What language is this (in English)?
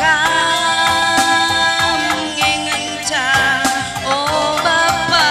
Batak Karo